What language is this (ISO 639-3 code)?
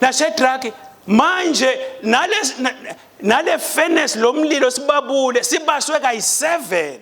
ssw